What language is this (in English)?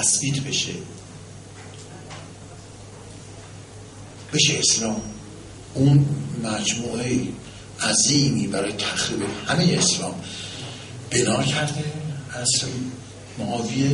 Persian